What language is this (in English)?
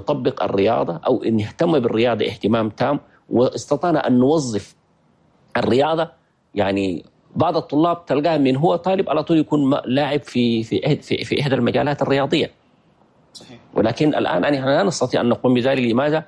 Chadian Arabic